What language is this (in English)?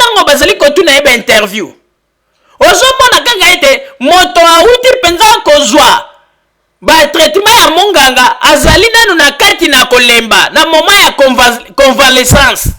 Lingala